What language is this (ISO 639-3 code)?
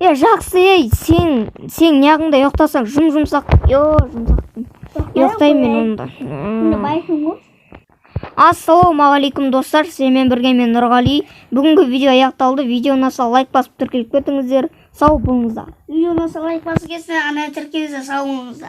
kaz